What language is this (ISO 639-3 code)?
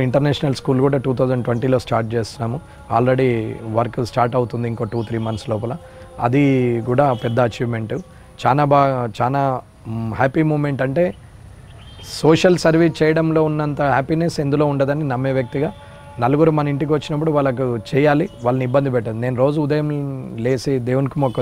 tel